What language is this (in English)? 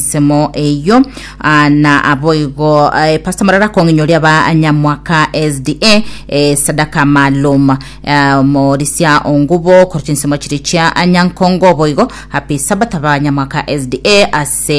Gusii